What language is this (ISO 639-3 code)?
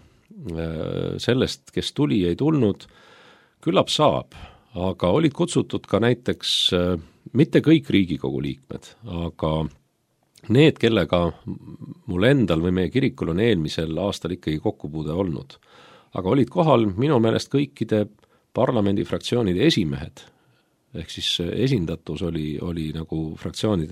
est